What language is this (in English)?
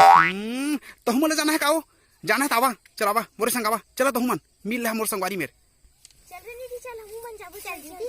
Chhattisgarhi